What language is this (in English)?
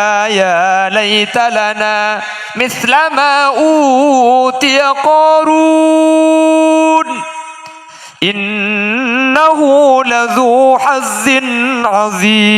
Madurese